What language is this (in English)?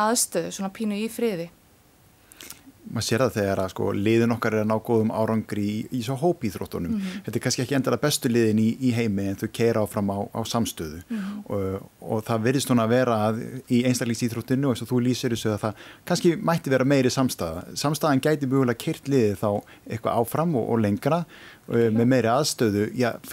Icelandic